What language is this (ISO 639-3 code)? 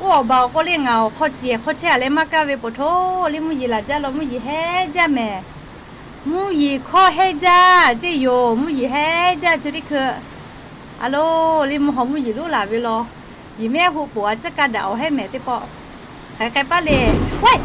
lhu